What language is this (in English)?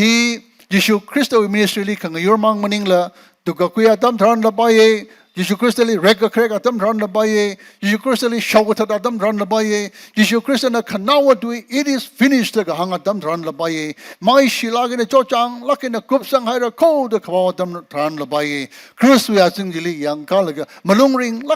Tangkhul Naga (India)